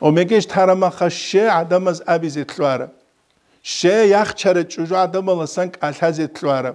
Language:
Avaric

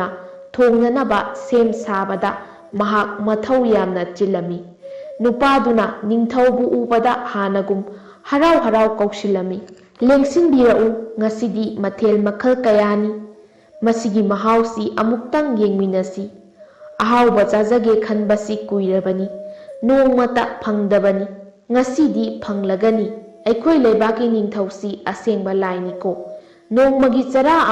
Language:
Manipuri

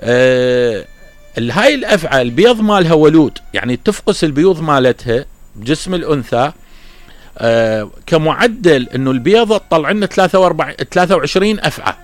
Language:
Mesopotamian Arabic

